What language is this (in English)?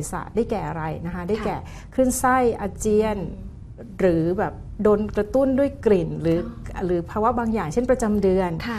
Thai